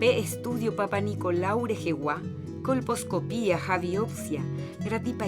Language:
Guarani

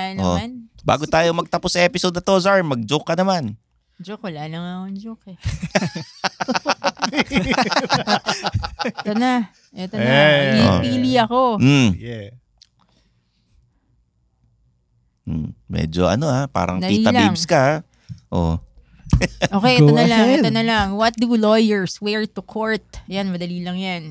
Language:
Filipino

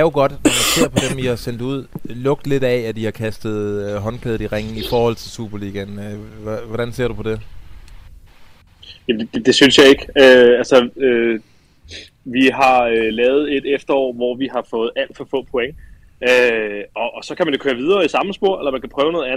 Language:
Danish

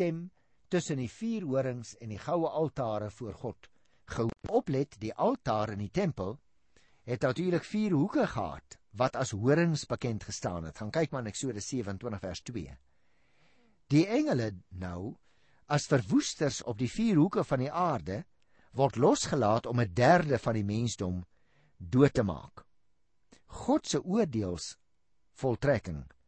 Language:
Afrikaans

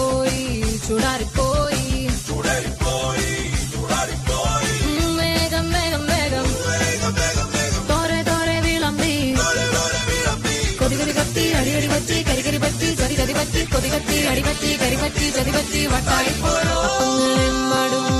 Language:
Malayalam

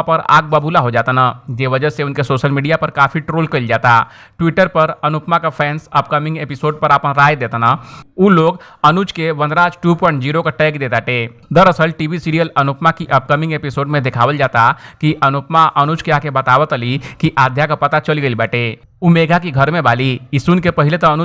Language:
Bhojpuri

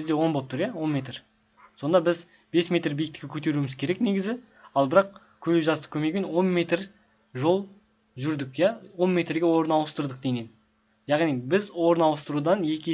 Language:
Kazakh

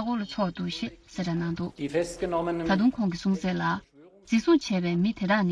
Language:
Tibetan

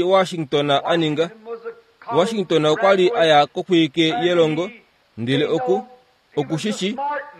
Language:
Kuanyama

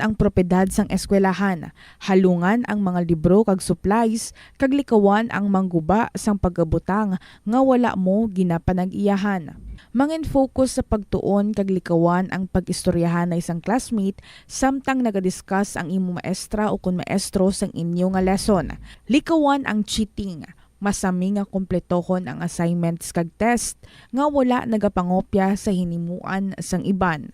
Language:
Hiligaynon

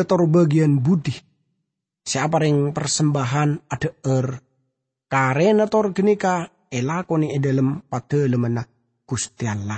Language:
Madurese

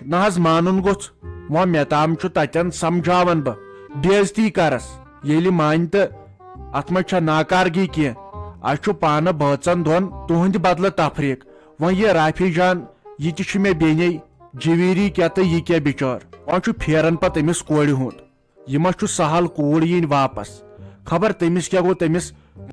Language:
Kashmiri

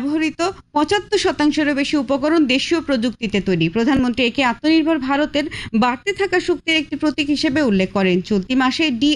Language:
Bangla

